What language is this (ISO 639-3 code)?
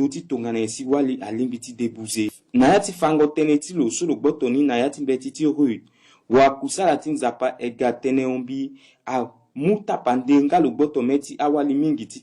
sag